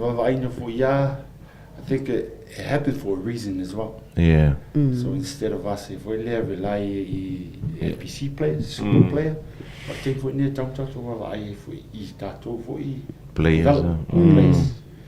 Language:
Samoan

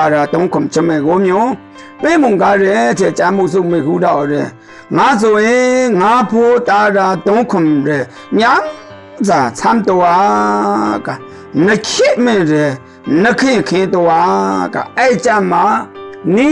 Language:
Maru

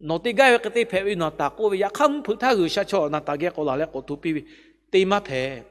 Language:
Lahu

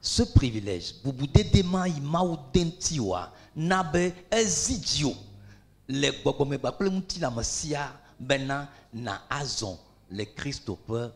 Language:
Ewe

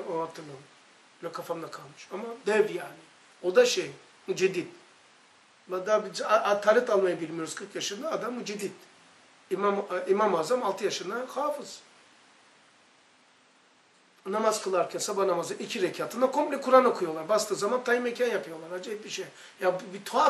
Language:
Turkish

